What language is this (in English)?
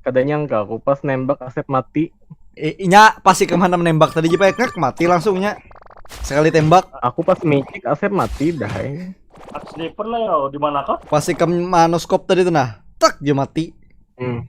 Banjar